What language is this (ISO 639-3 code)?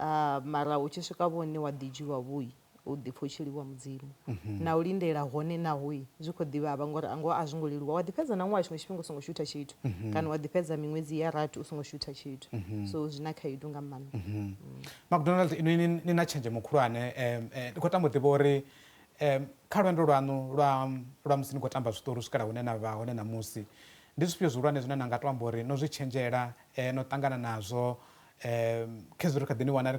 ven